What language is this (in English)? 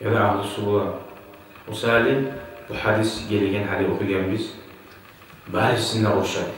Kumyk